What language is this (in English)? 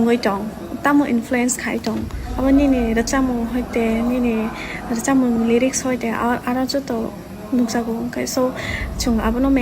Kok Borok